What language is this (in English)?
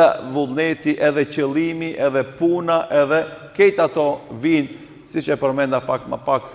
Albanian